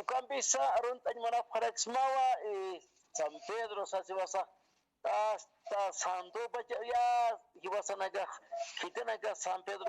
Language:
Aymara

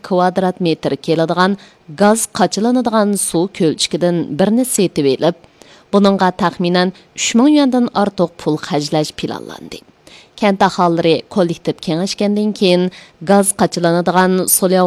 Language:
Uyghur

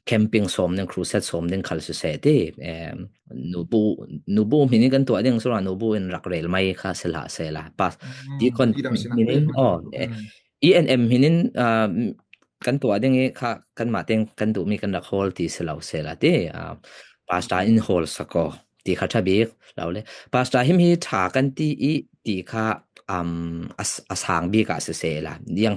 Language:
Falam Chin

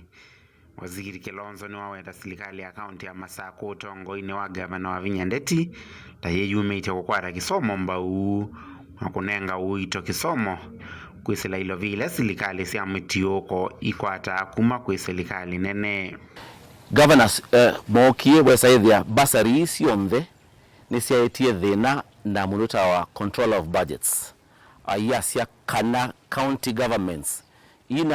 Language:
Kamba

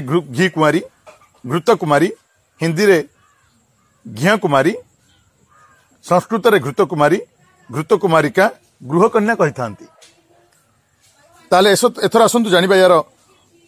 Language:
Odia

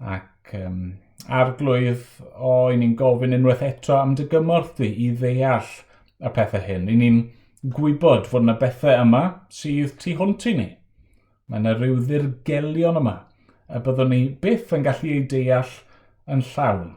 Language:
Welsh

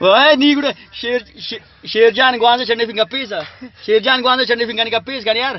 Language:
Brahui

